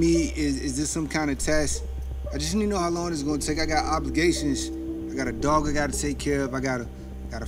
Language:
English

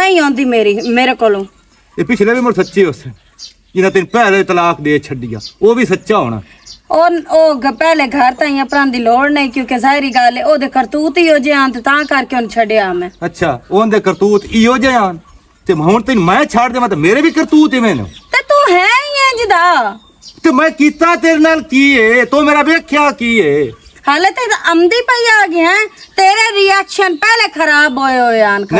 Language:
Western Panjabi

